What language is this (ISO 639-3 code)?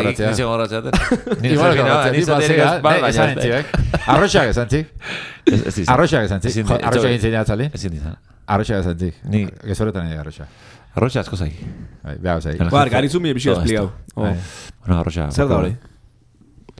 eus